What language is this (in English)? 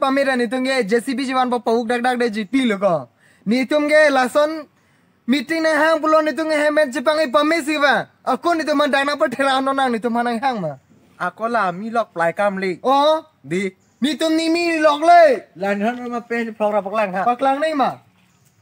Karbi